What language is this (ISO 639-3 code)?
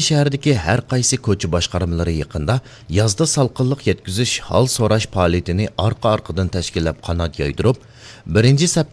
uig